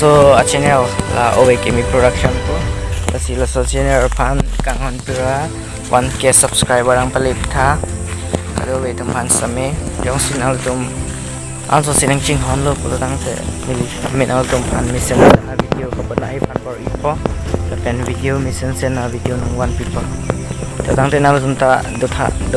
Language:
Karbi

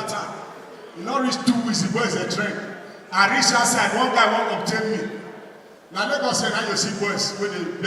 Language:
Nigerian Pidgin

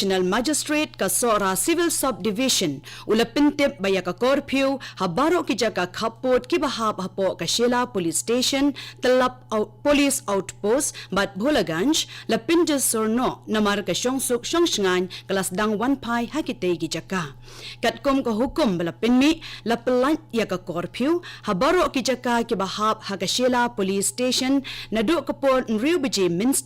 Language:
Khasi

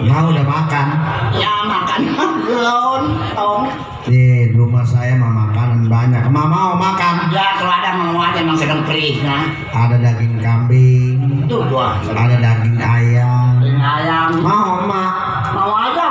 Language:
Betawi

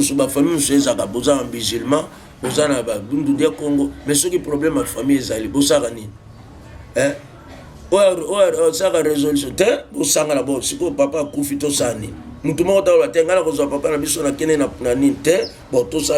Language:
Lingala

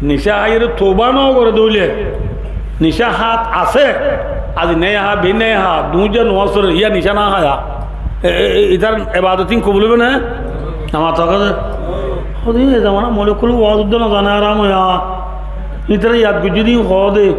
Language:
Rohingya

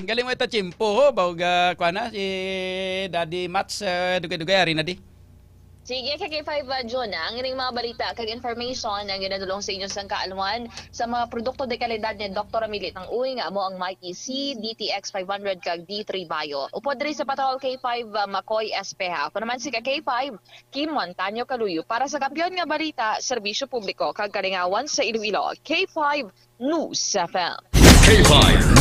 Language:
Hiligaynon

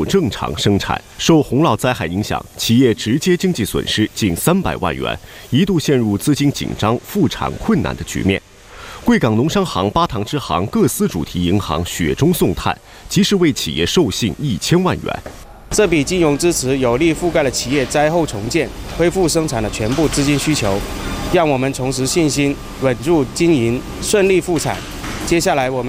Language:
Chinese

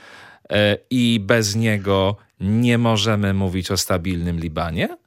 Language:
Polish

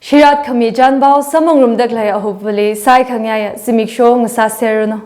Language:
Tangkhul Naga (India)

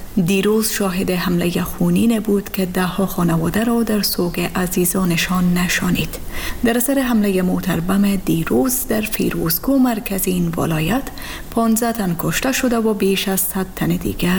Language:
Persian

